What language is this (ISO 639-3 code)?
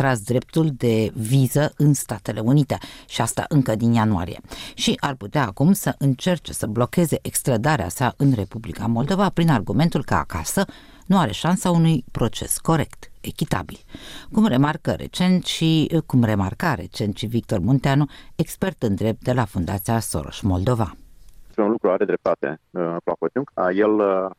ron